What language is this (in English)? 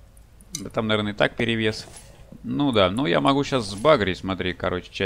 Russian